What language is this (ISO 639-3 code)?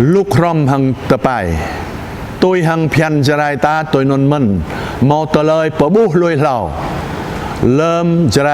jra